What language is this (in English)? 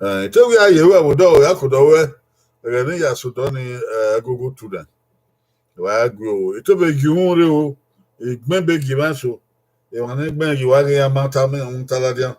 Bini